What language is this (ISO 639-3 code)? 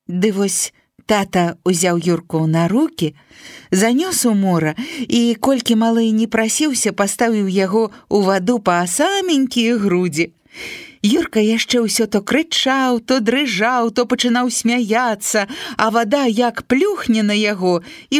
bel